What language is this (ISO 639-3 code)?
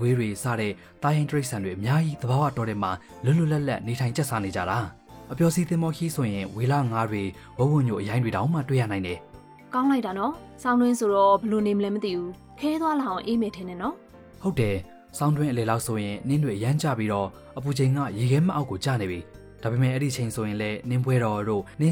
mya